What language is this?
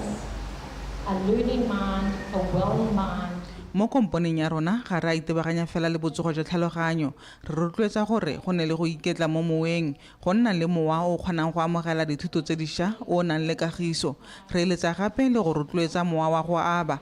Tswana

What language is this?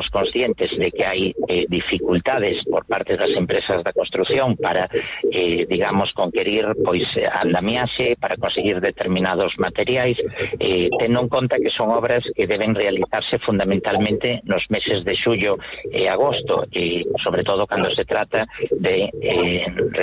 Galician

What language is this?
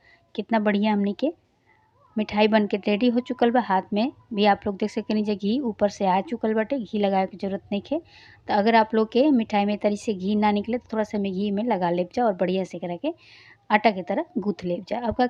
Bhojpuri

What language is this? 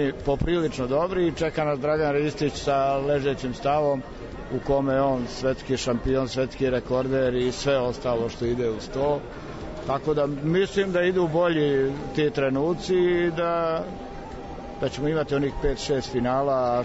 Serbian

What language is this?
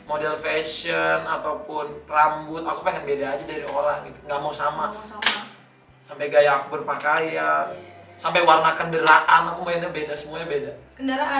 Indonesian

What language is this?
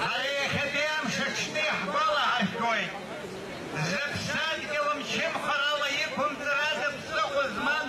Abkhazian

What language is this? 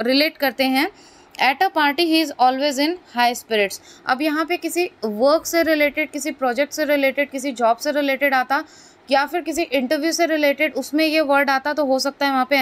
Hindi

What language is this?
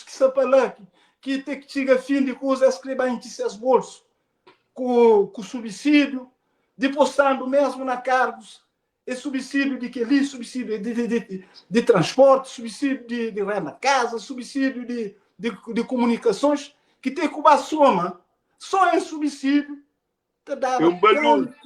Kabuverdianu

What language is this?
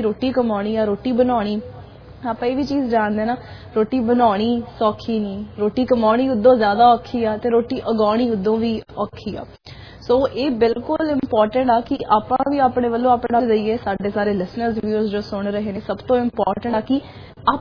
Punjabi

